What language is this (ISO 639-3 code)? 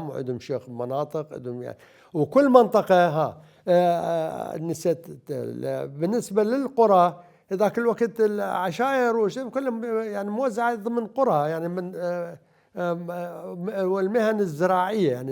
acm